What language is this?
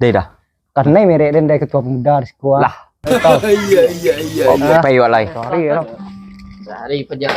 Minangkabau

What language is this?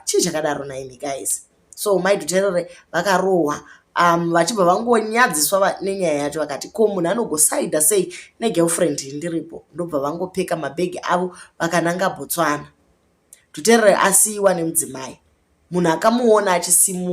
Shona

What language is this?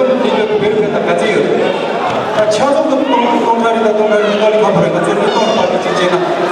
Tibetan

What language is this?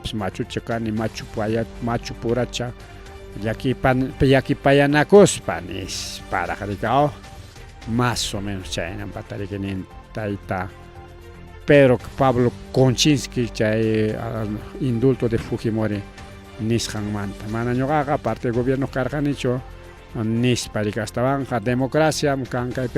Ayacucho Quechua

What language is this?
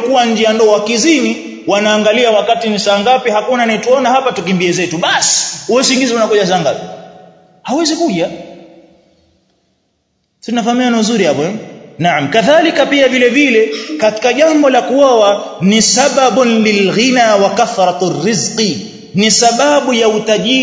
Swahili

